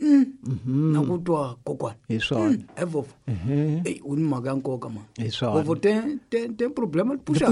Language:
Tsonga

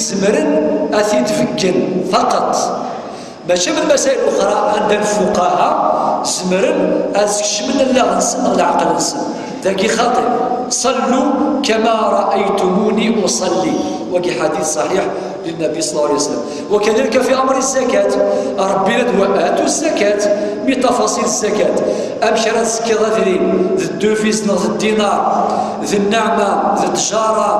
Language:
Kabyle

